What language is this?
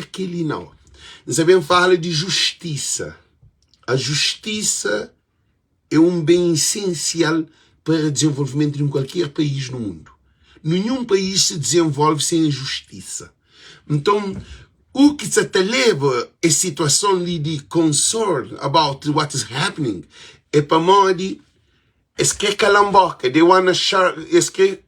Kabuverdianu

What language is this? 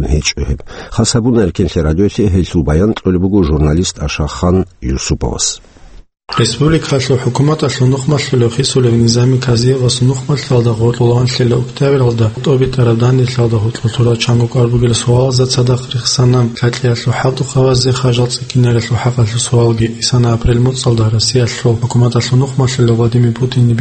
Avaric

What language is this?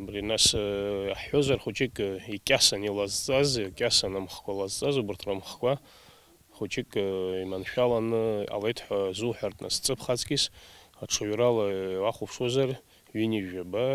Abkhazian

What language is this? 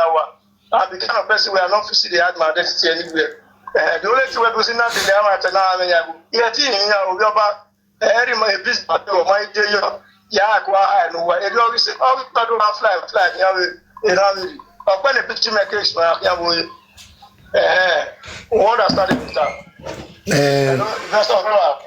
Nigerian Pidgin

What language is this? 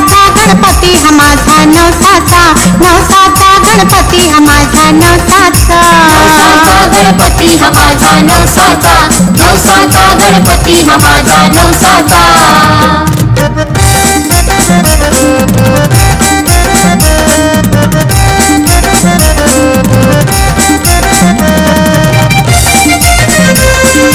Marathi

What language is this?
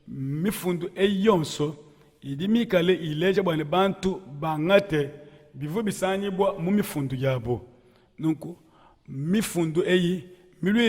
Luba-Lulua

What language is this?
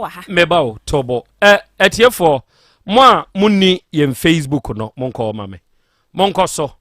Akan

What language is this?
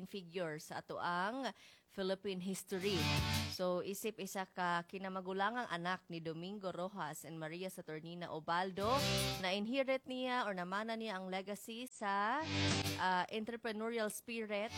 Cebuano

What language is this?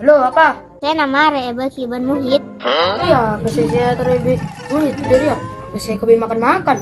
Madurese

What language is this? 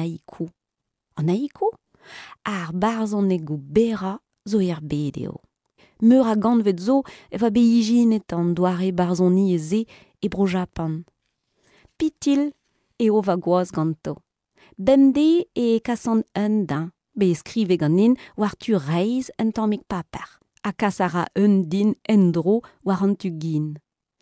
Breton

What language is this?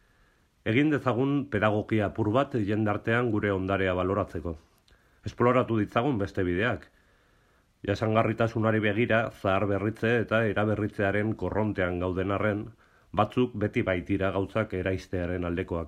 Basque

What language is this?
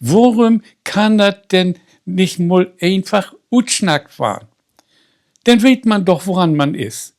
Low German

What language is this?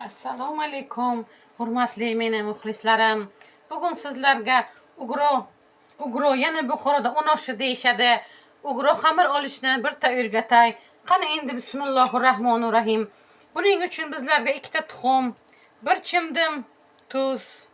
Uzbek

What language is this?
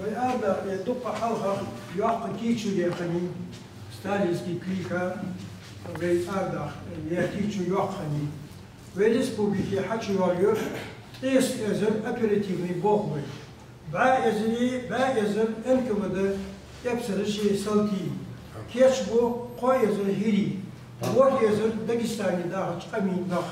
Ingush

